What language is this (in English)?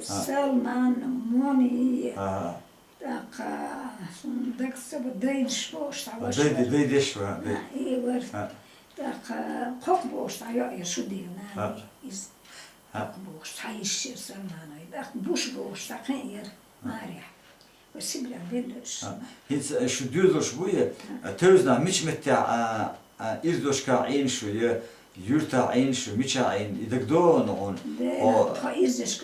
Chechen